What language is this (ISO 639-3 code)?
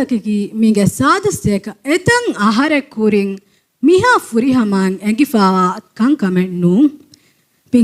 div